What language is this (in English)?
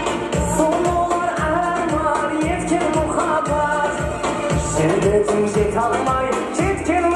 Kara-Kalpak